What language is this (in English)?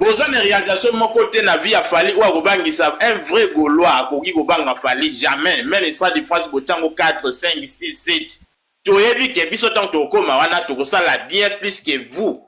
Lingala